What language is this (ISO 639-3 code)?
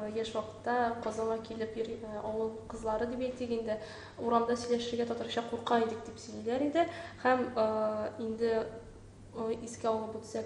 tat